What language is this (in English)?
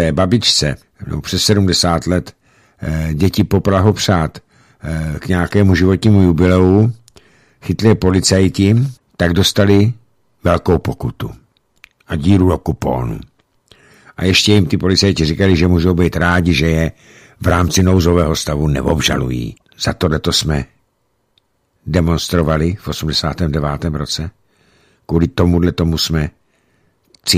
Czech